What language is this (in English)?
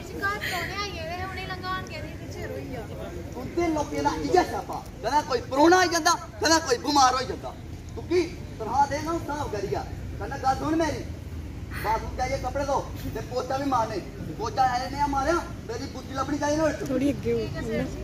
Dogri